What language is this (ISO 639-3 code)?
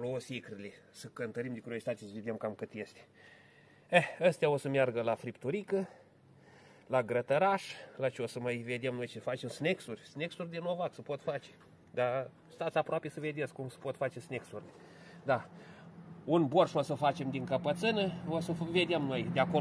ron